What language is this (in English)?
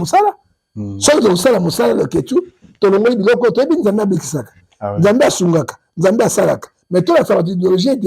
Lingala